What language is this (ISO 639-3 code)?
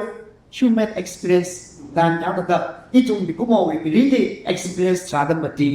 nmf